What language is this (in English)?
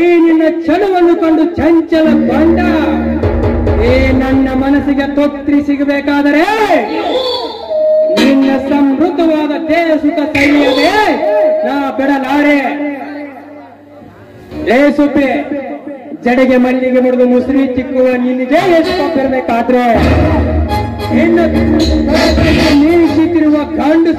Kannada